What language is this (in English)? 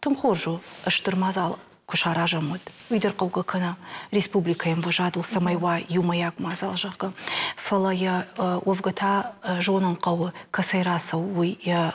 Ossetic